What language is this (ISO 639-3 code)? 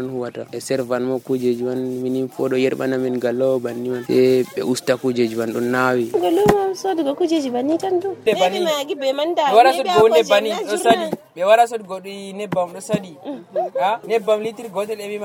fuv